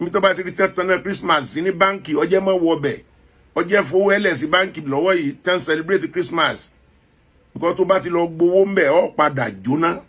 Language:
Yoruba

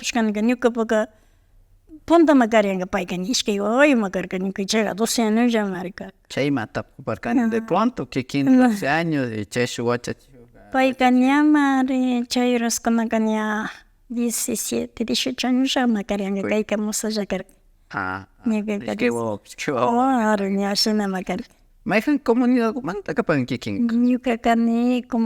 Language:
Imbabura Highland Quichua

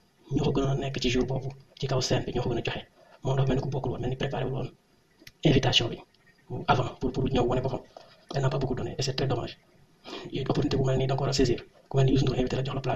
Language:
Wolof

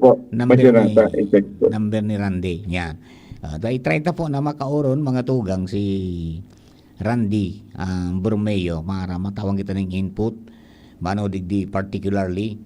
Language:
Bikol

